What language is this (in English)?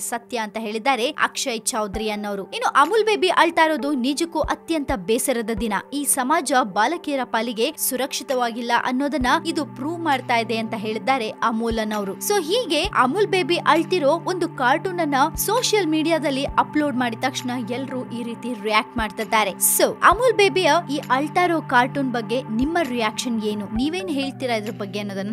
Kannada